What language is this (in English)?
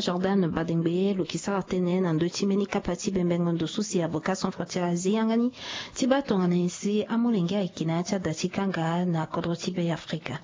Sango